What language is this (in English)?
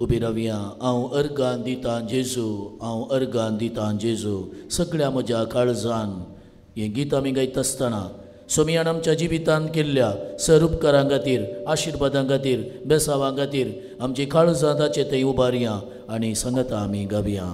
Konkani